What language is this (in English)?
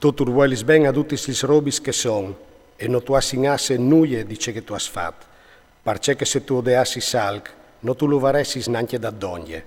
Friulian